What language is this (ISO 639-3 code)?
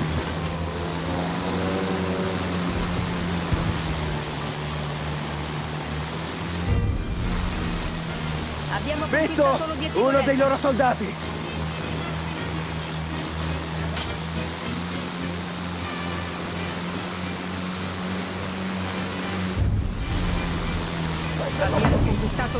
ita